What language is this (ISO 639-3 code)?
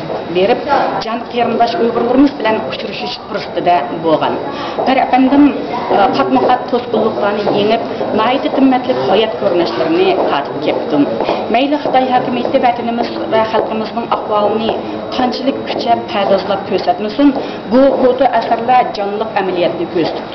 uig